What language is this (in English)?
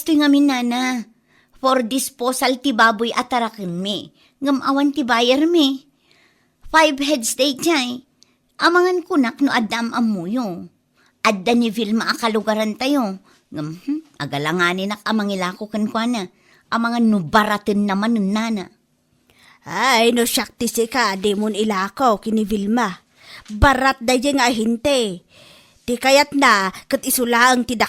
Iloko